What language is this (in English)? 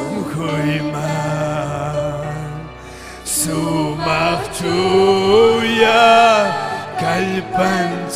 Ayacucho Quechua